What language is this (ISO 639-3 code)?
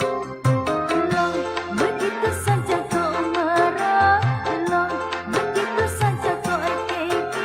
bjn